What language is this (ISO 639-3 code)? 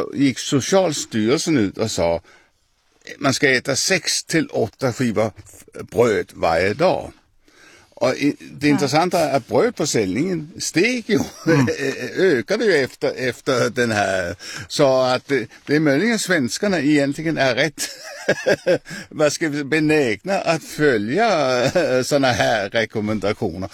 swe